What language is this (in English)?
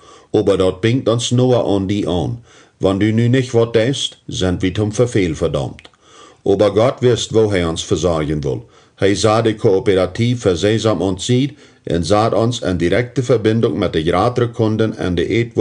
Plautdietsch